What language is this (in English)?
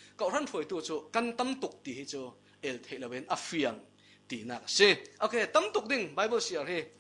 Falam Chin